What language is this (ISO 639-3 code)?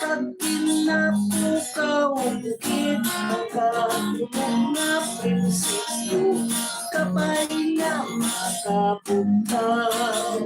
hil